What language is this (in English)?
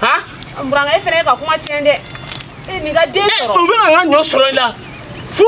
Bambara